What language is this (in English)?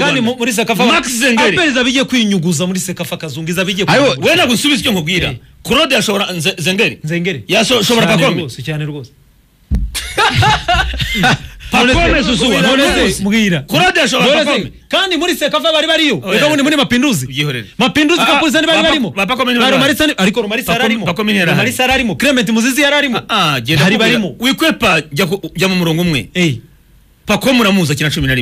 Kinyarwanda